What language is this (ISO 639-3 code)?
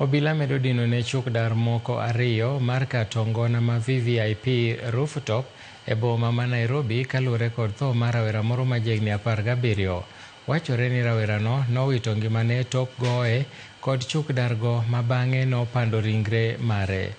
luo